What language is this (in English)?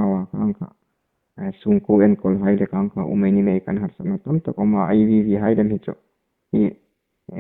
Hmar